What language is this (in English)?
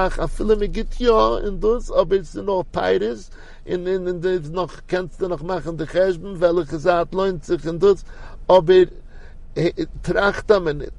Yiddish